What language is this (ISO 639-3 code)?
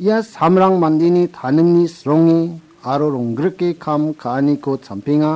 grt